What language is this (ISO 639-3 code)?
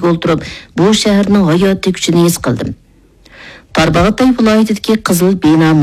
uig